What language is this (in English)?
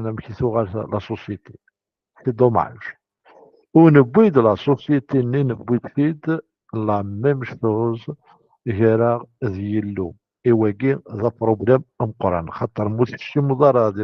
Kabyle